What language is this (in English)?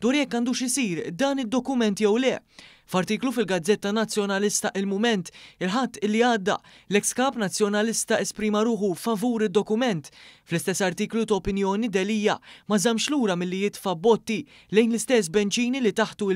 Maltese